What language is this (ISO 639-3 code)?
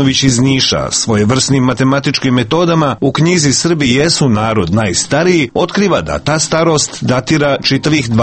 srp